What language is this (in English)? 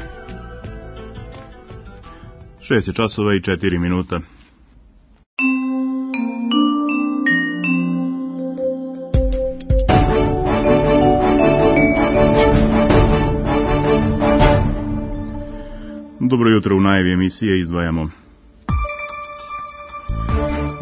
Serbian